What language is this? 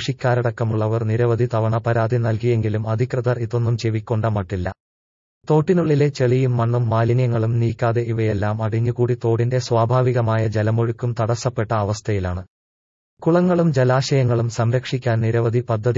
Malayalam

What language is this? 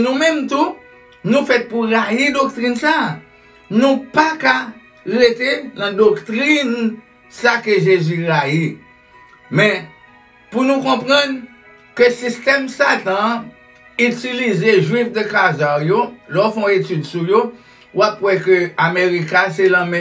Haitian Creole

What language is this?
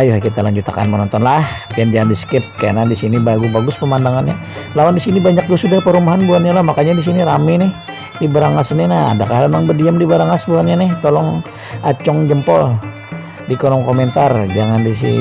Banjar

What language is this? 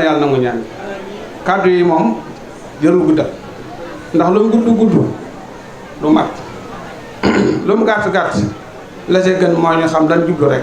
Wolof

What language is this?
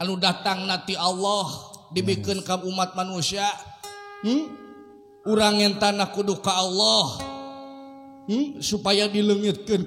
Sundanese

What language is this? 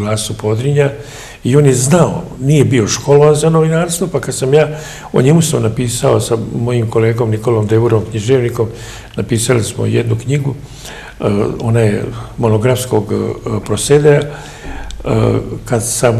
Serbian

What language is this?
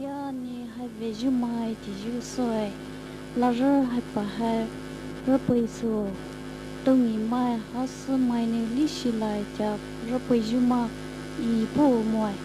Poumei Naga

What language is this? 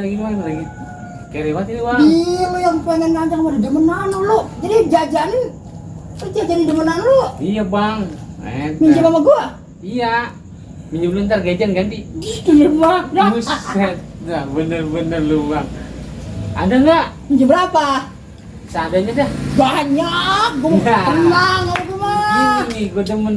Betawi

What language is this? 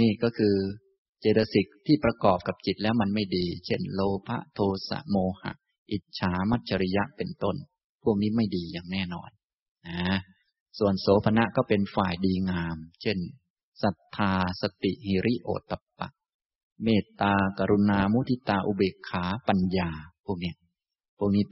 Thai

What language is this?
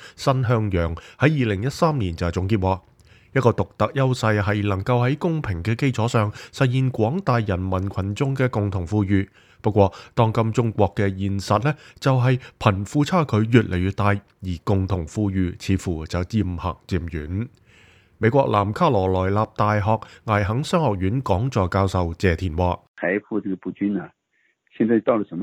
Cantonese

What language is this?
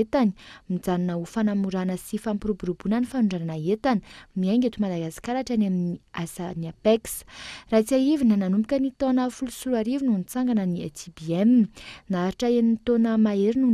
Malagasy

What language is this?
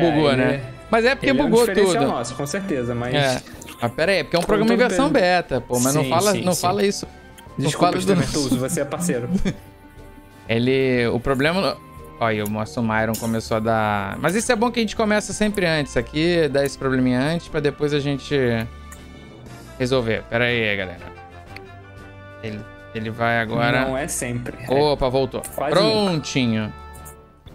Portuguese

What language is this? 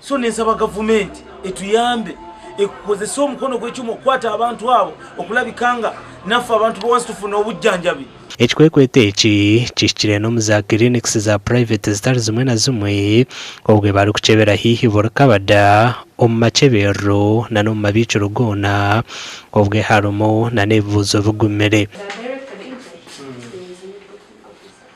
Nyankole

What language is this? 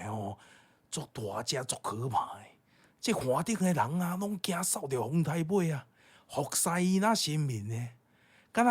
Min Nan Chinese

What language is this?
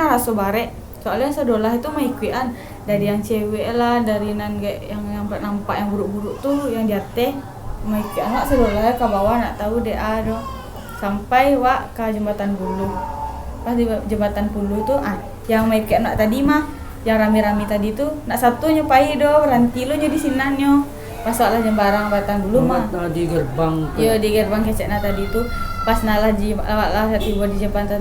Minangkabau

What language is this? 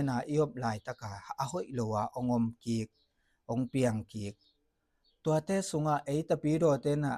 Tedim Chin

